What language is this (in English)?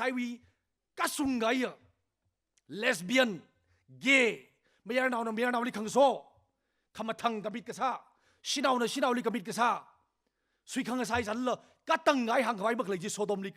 Tangkhul Naga (India)